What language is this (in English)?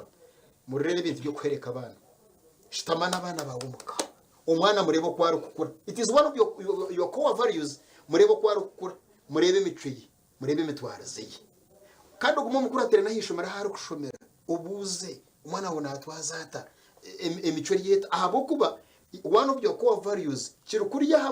Nyankole